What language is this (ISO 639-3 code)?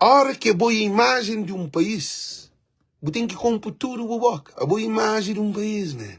kea